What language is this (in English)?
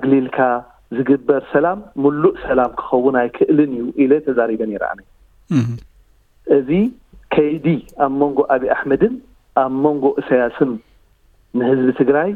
Tigrinya